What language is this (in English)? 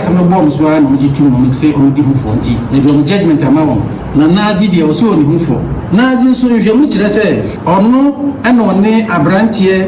Akan